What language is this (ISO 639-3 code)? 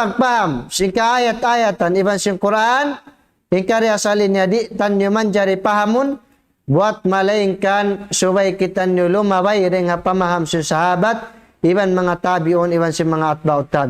tsg